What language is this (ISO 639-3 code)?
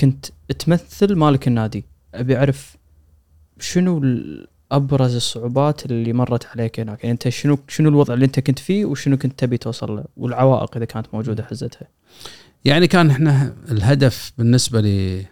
afb